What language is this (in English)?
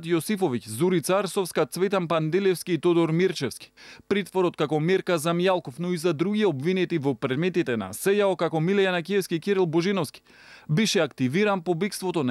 Macedonian